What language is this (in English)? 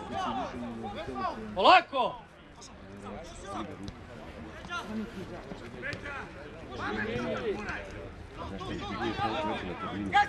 Serbian